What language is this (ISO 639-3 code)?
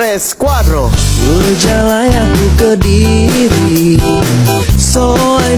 iba